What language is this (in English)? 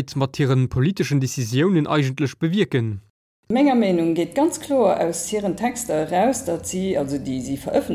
Luxembourgish